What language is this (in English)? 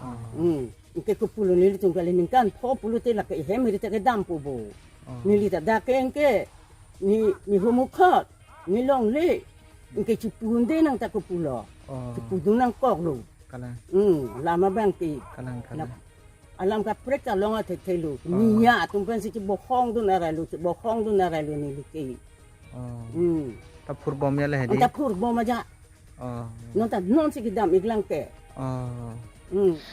Karbi